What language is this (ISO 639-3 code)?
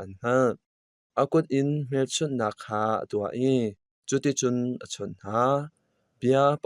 cnh